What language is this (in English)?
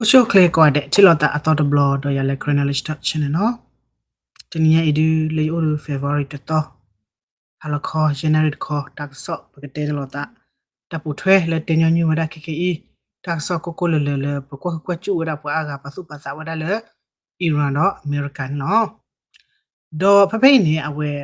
S'gaw Karen